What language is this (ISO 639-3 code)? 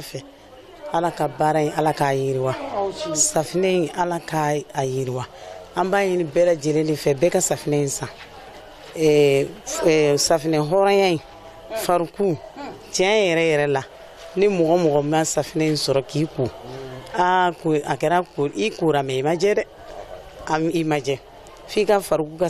bam